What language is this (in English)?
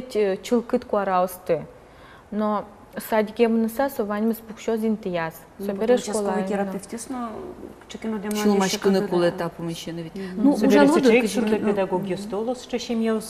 Udmurt